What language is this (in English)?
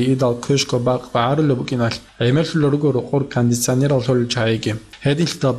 Avaric